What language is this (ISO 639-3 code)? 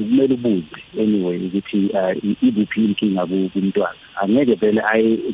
nbl